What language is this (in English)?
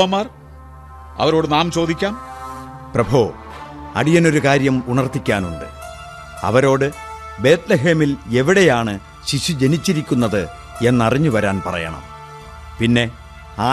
Malayalam